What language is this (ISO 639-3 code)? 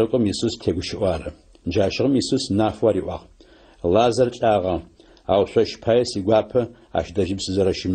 ady